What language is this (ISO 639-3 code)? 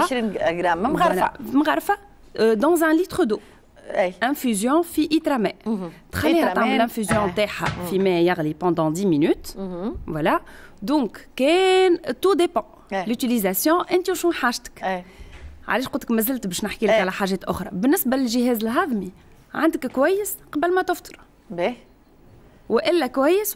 aeb